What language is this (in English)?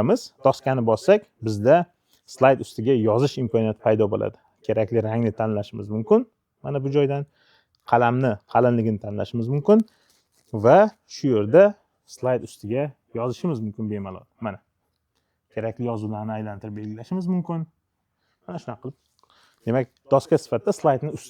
Uzbek